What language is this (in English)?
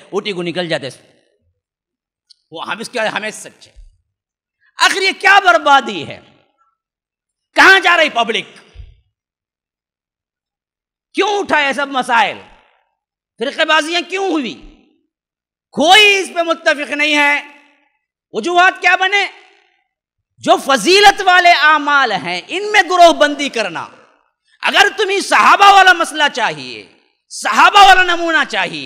Urdu